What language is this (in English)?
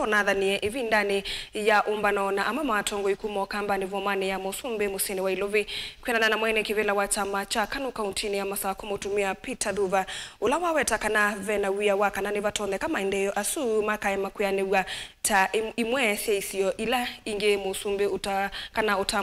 Kamba